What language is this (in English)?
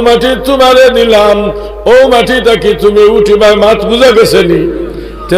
Sylheti